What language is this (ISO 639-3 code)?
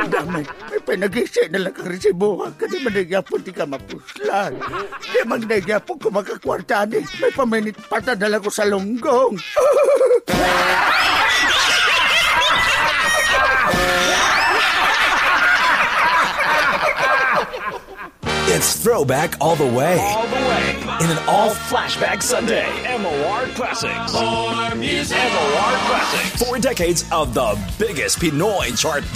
fil